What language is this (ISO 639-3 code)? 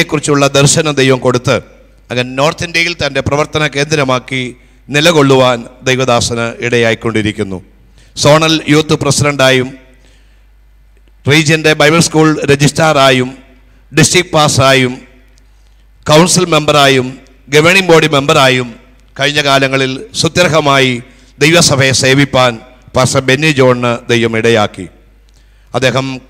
mal